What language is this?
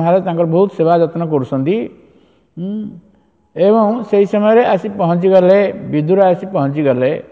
Odia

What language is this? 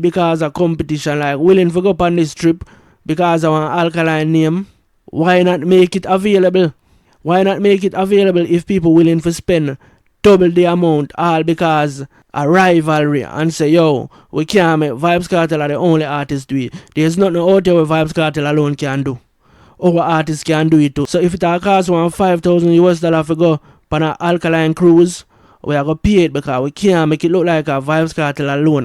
Jamaican Creole English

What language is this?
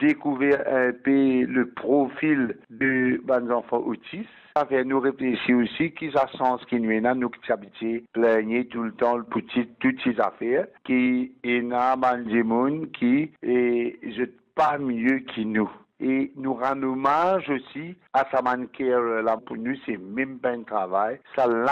Morisyen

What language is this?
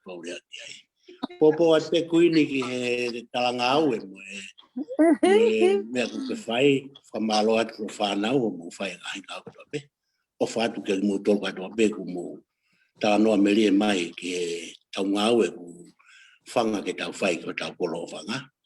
Tongan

